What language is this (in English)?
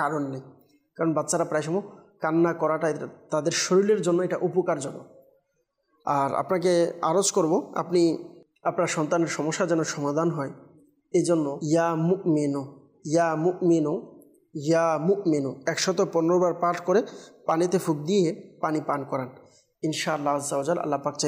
Bangla